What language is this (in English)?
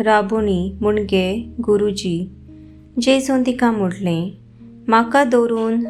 Konkani